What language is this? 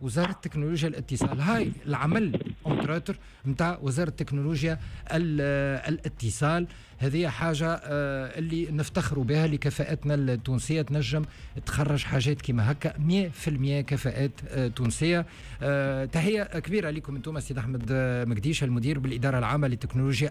Tunisian Arabic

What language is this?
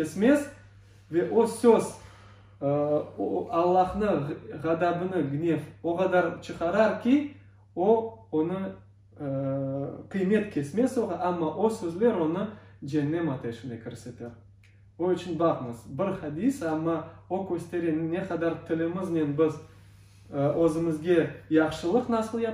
Crimean Tatar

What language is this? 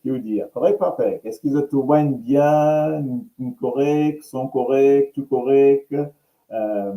Morisyen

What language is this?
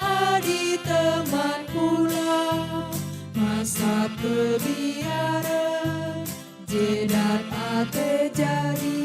Batak Karo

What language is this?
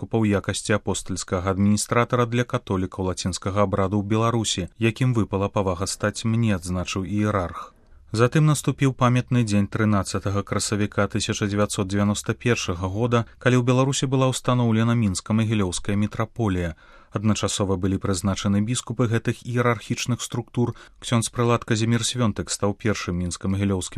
Belarusian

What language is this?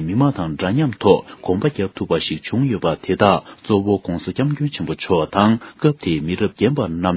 Tibetan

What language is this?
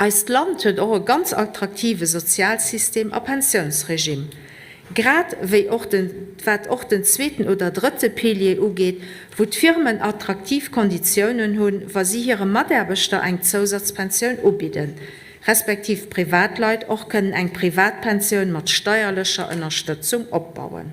Luxembourgish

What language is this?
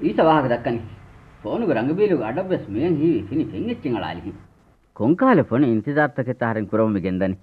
Divehi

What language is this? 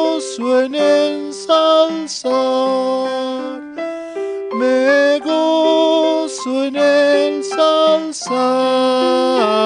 South Bolivian Quechua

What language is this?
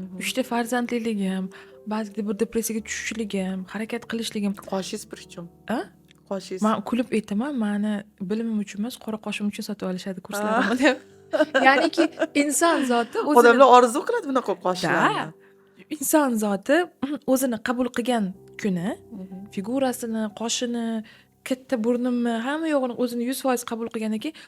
Uzbek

